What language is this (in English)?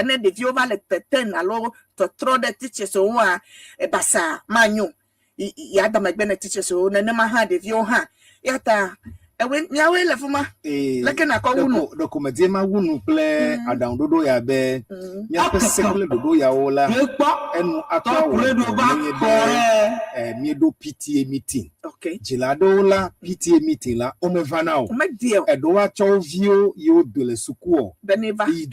Ewe